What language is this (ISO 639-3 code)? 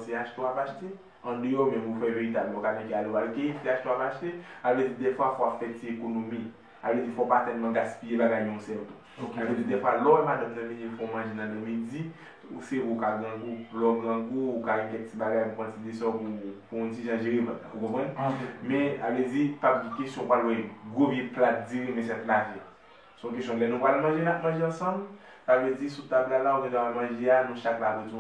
hat